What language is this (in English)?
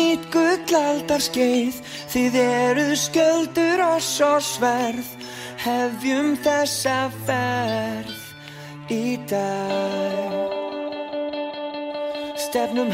Icelandic